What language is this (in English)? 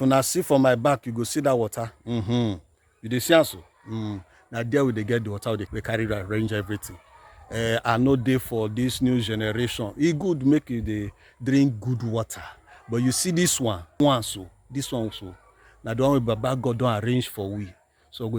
Nigerian Pidgin